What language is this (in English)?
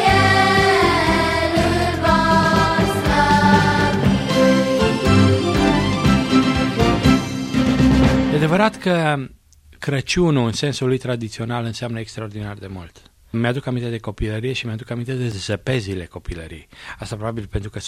Romanian